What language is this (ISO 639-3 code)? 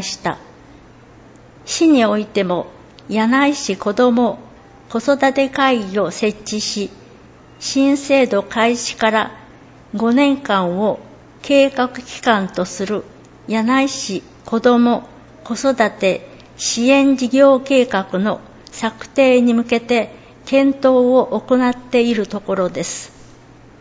jpn